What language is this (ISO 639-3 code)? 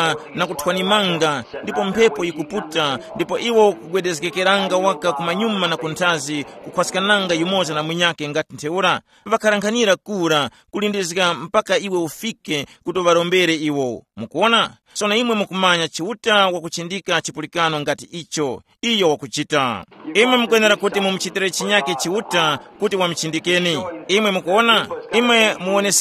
tum